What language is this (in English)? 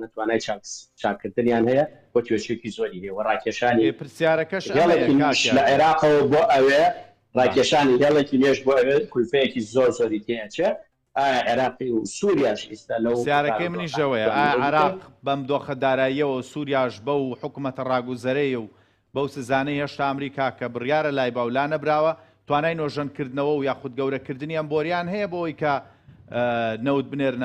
Central Kurdish